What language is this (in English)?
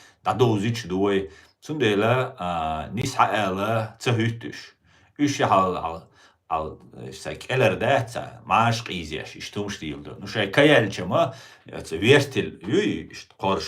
Chechen